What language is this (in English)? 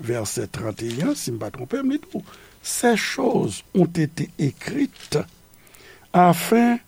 Haitian Creole